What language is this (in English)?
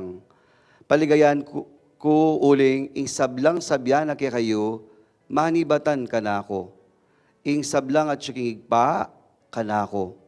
Pampanga